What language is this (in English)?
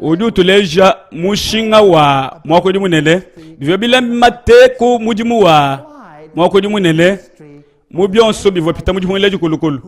Luba-Lulua